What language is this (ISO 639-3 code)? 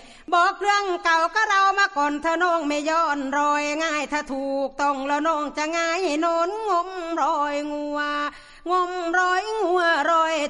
tha